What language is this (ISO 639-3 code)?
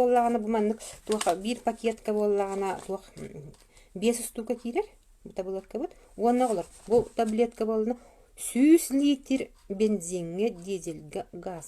sah